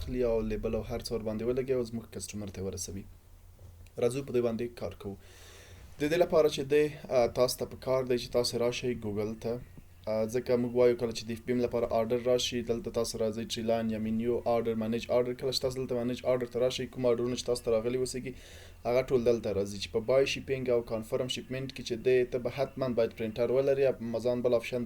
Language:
Pashto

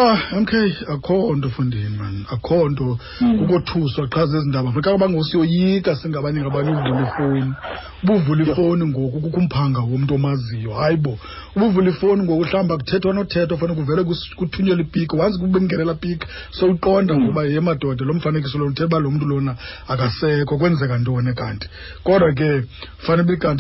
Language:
Xhosa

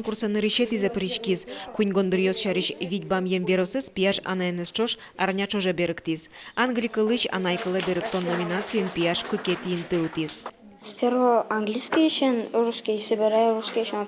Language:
Udmurt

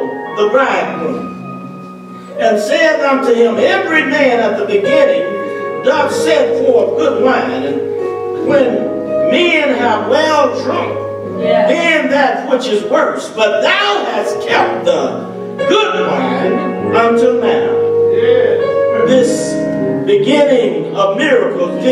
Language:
English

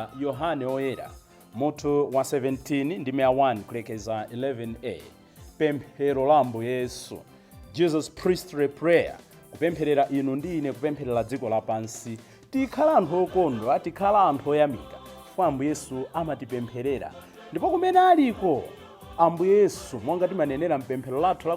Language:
Nyanja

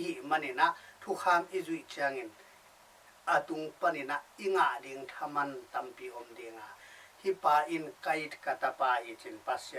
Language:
Tedim Chin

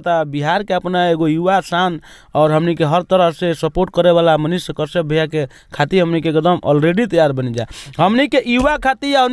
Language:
Bhojpuri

